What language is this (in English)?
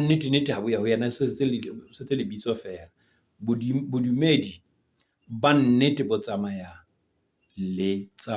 Southern Sotho